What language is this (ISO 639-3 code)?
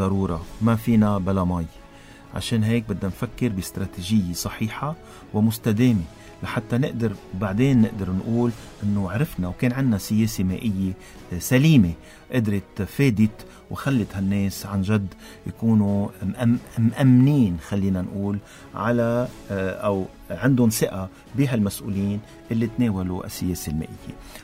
apc